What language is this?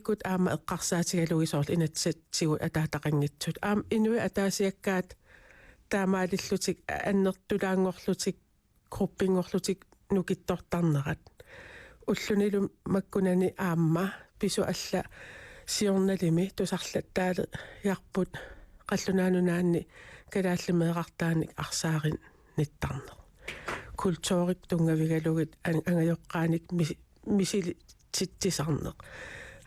Kalaallisut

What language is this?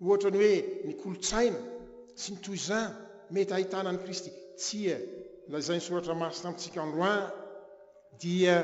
Malagasy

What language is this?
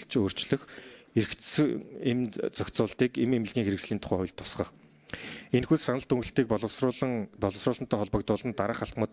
Mongolian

